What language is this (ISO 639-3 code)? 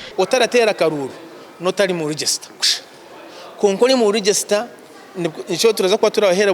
nyn